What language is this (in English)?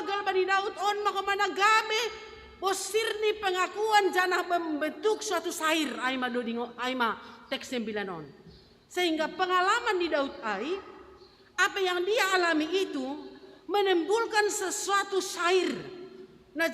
Batak Simalungun